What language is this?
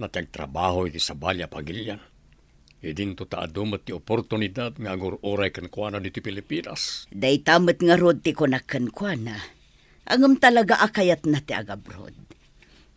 Iloko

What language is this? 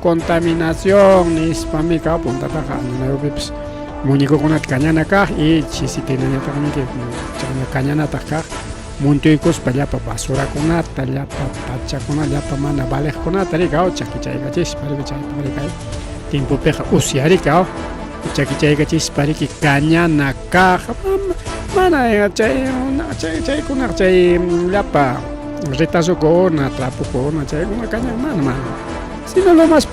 Ayacucho Quechua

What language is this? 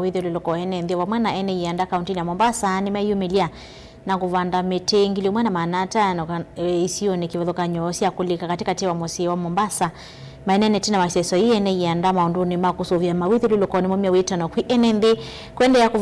Kamba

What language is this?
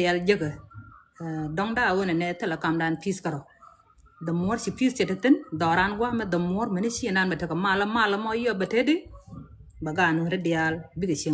Nuer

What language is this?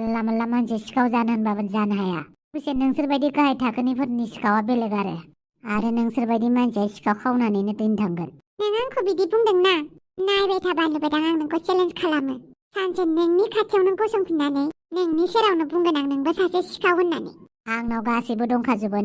Bodo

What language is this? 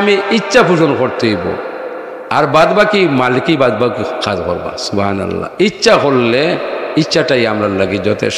Sylheti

